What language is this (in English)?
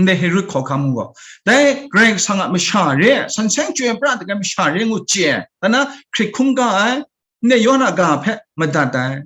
Kachin